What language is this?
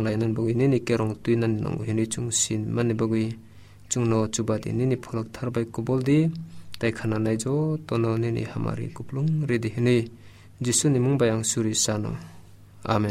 Kok Borok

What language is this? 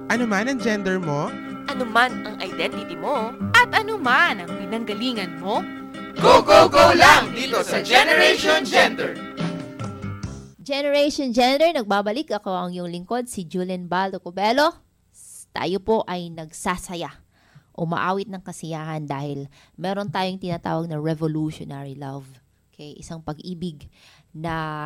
Filipino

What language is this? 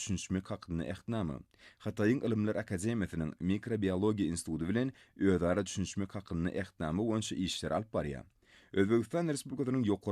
Turkmen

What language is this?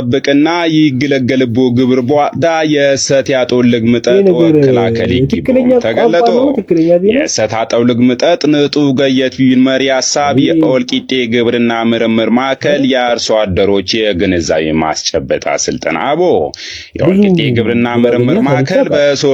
Amharic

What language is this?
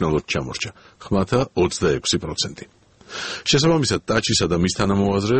Georgian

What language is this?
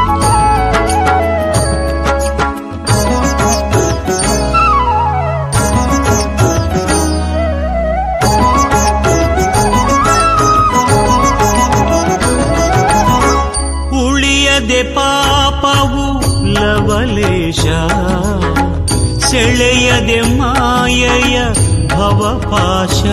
Kannada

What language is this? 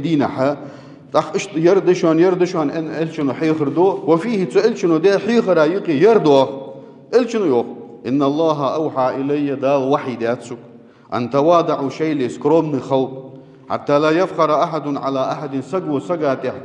Ingush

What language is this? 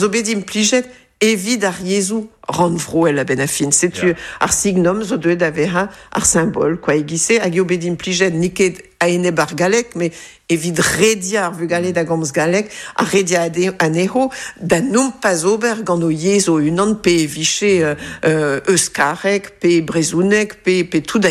Breton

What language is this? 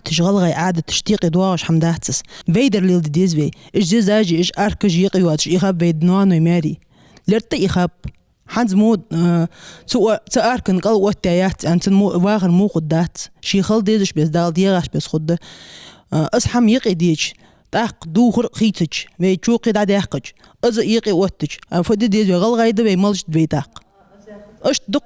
Ingush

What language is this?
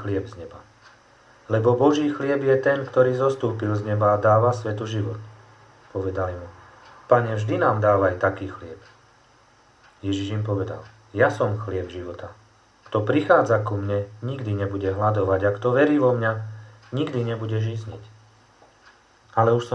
Slovak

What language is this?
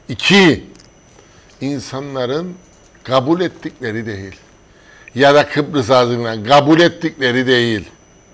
Turkish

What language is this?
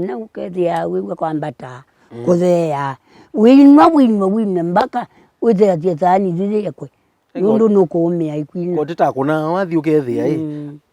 Kamba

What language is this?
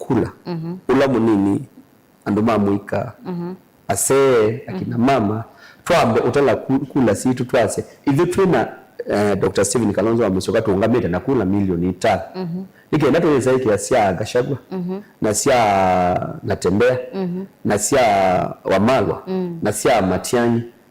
Kamba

